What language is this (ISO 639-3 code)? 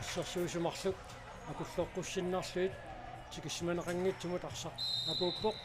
kal